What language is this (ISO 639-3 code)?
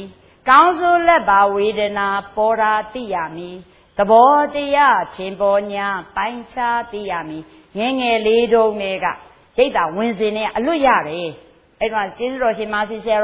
mya